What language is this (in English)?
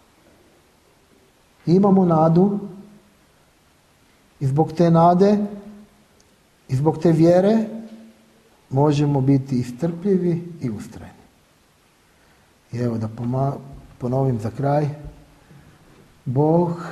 Croatian